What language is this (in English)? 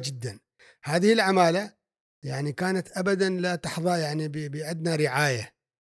Gulf Arabic